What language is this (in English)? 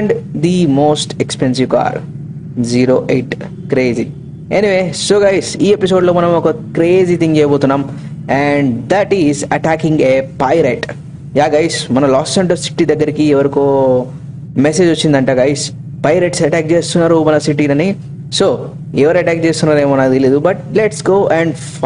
Telugu